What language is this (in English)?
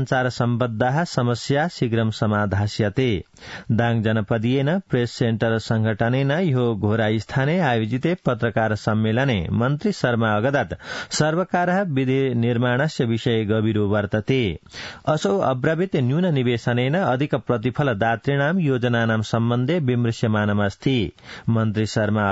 Sanskrit